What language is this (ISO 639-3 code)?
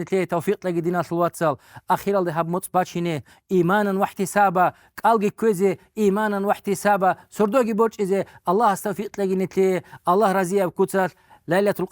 ava